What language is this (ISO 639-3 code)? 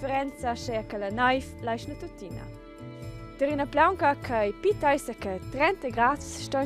roh